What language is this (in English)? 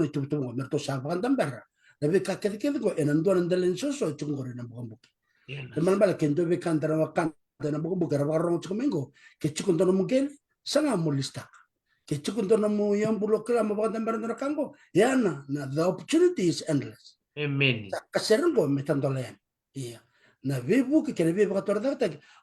Fijian